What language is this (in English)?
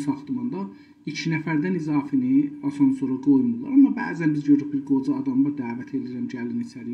South Azerbaijani